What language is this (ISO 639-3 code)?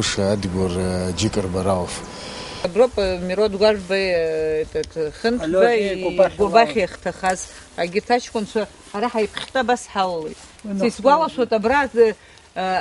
abk